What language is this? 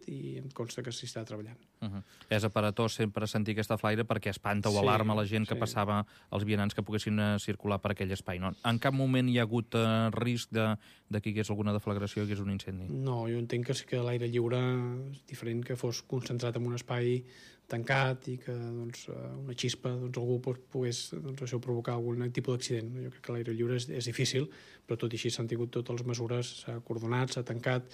Catalan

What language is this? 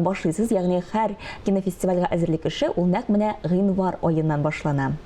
Tatar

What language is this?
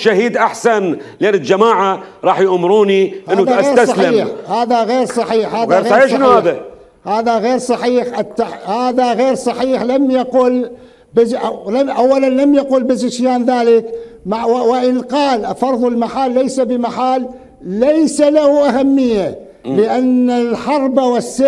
Mesopotamian Arabic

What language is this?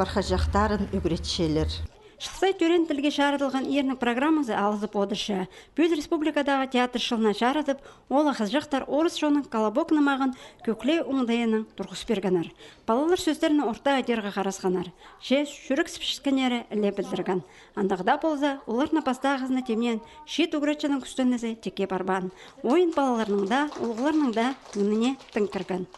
Khakas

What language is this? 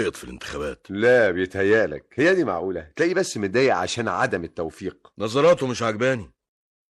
Egyptian Arabic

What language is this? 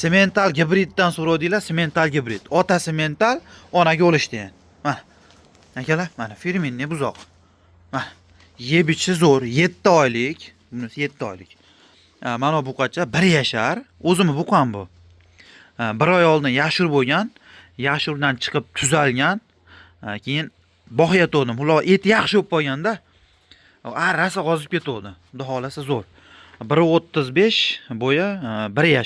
Uzbek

